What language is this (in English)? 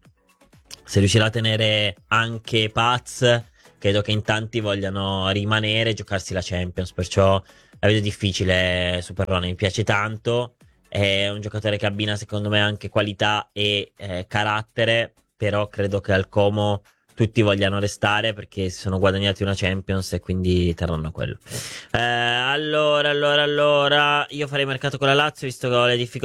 Italian